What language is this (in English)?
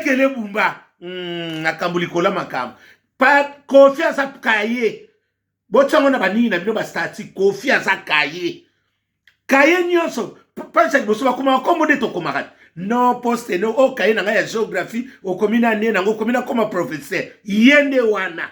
Lingala